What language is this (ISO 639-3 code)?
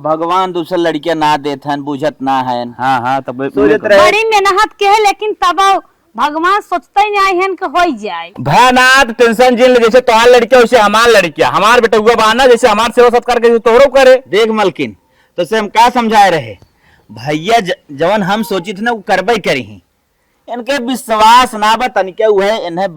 awa